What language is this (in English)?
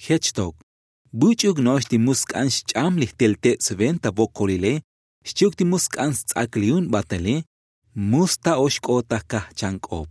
Tzotzil